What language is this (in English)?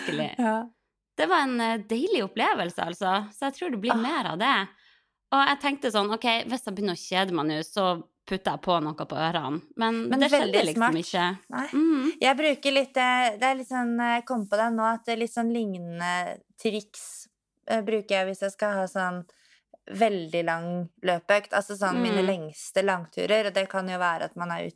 Norwegian